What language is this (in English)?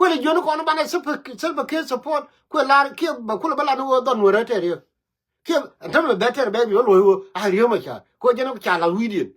Nuer